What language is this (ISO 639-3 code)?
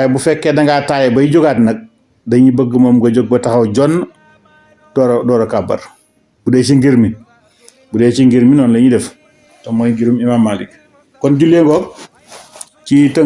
wol